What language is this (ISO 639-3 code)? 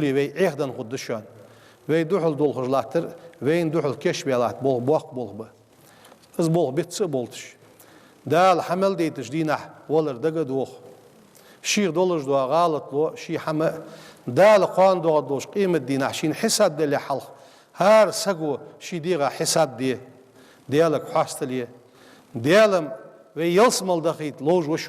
inh